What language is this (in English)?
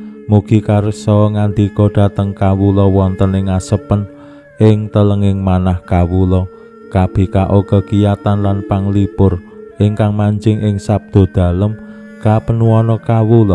Javanese